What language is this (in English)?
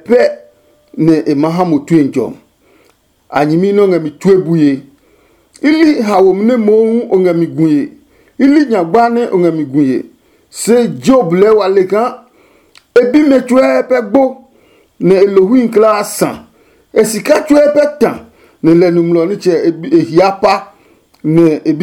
Adangme